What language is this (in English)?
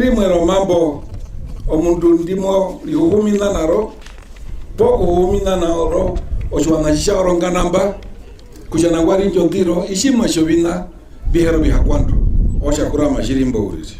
Herero